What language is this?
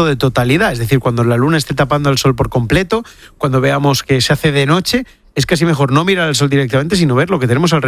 Spanish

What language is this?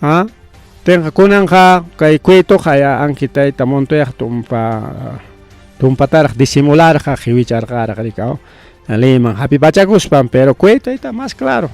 Ayacucho Quechua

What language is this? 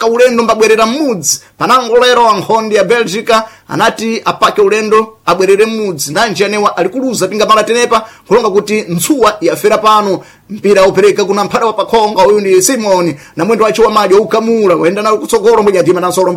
Sena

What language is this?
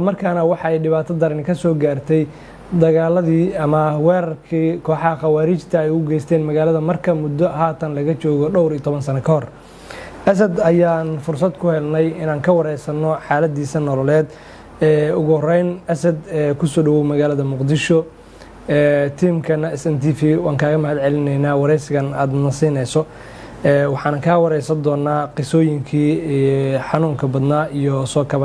Somali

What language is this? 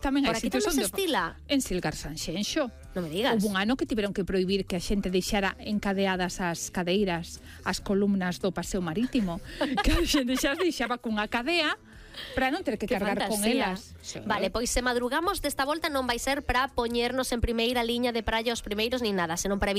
Galician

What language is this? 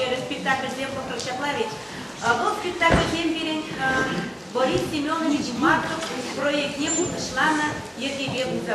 Chuvash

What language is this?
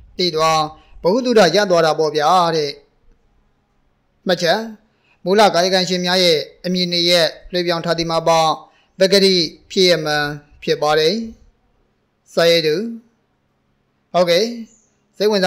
Burmese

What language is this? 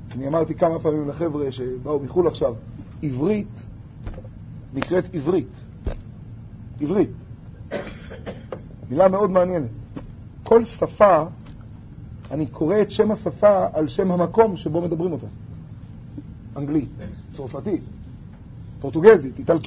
Hebrew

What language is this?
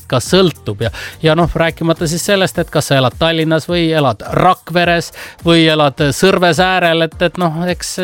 Estonian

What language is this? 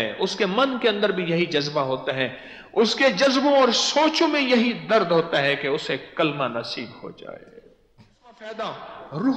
Urdu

